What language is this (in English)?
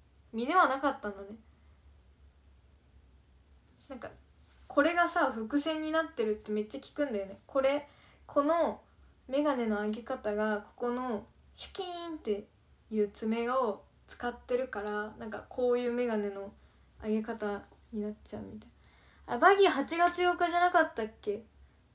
Japanese